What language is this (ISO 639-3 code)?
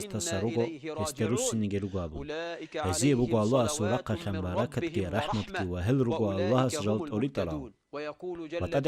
ava